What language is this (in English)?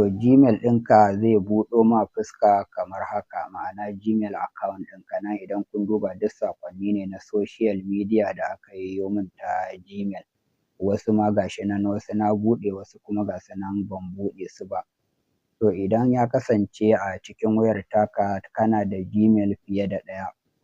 Hausa